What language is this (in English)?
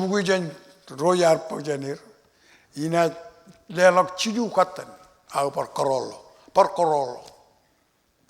Marshallese